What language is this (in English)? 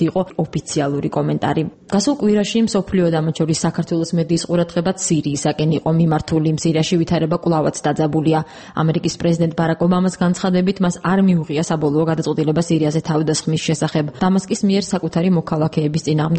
Georgian